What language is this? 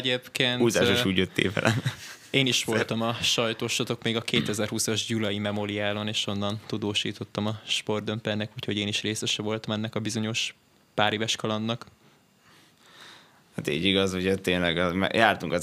Hungarian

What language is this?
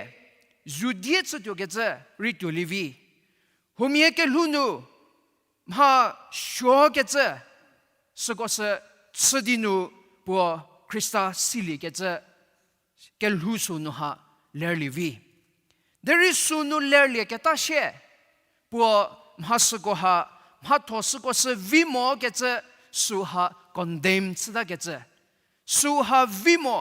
Angami Naga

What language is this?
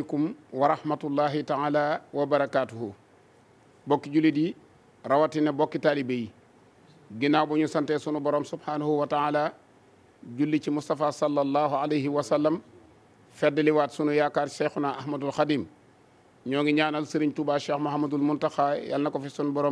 Wolof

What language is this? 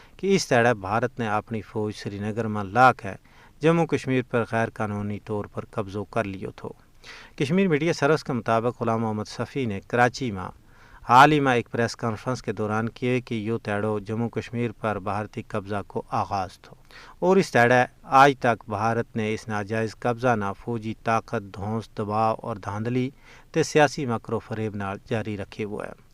Gujari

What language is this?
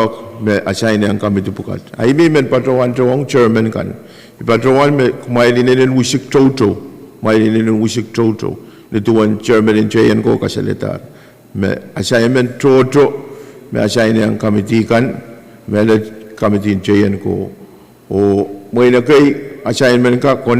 Pohnpeian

